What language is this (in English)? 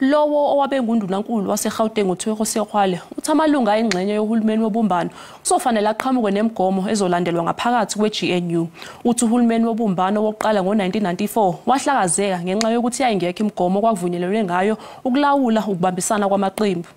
Zulu